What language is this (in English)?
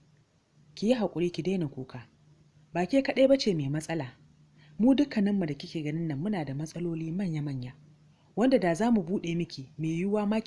Hausa